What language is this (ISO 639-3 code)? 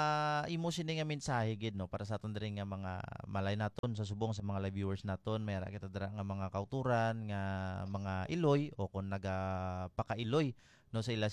hil